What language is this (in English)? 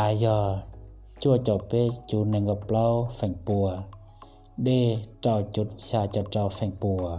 Hmong